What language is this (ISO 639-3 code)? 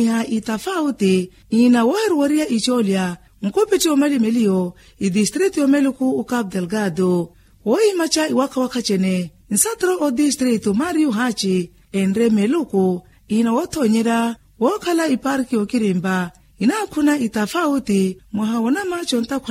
vmw